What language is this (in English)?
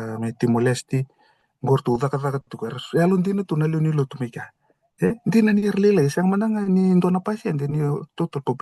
Fijian